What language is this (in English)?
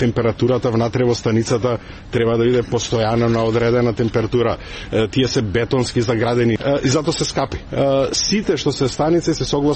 Macedonian